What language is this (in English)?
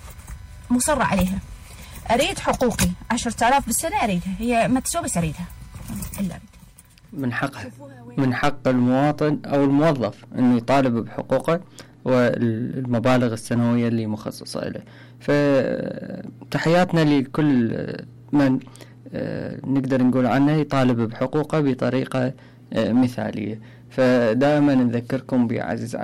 Mesopotamian Arabic